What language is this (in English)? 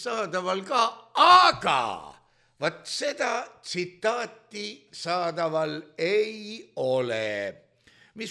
Estonian